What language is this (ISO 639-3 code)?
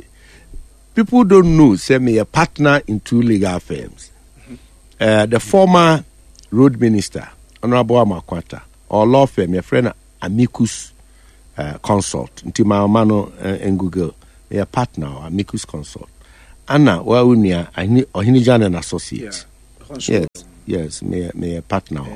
aka